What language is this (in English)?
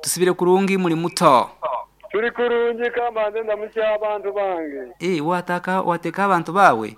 Nyankole